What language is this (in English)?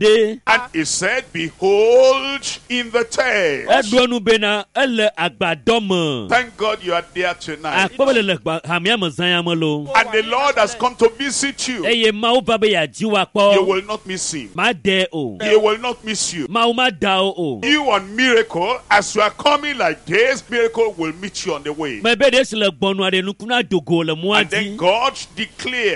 Ewe